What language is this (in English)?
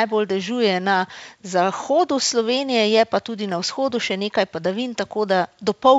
Slovenian